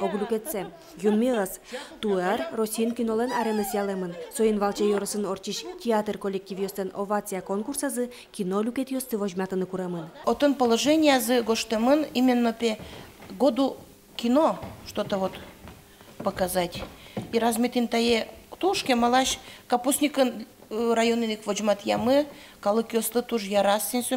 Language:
Udmurt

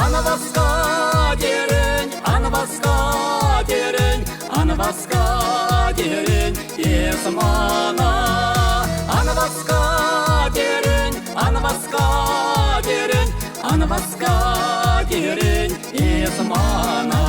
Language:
Chuvash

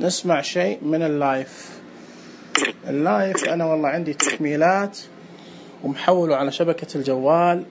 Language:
Najdi Arabic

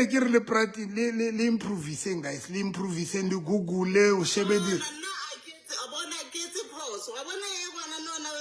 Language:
Southern Sotho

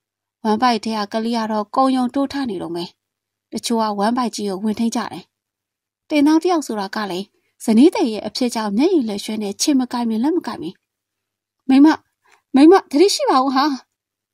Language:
Burmese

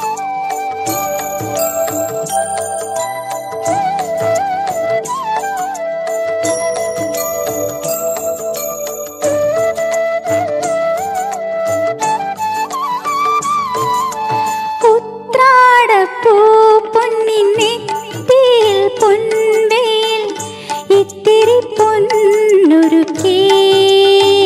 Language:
Malayalam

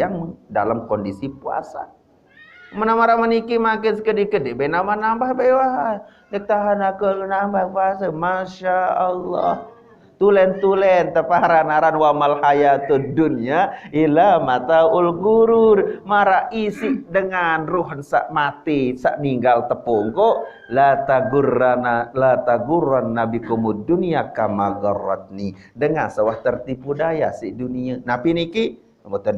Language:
Sasak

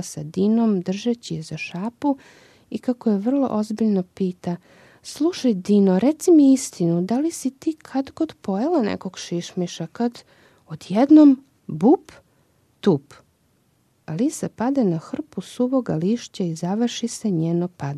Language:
Serbian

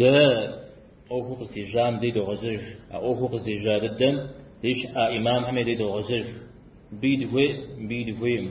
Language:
Kabardian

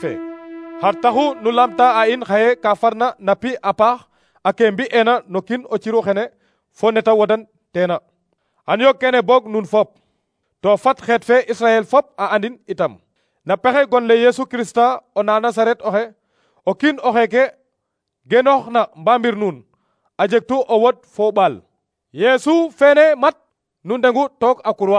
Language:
Serer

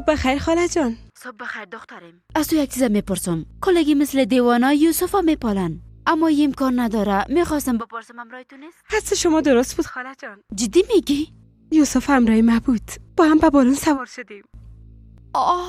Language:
Persian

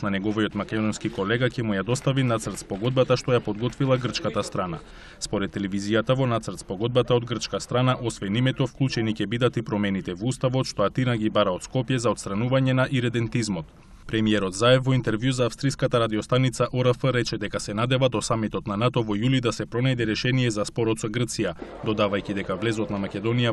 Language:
Macedonian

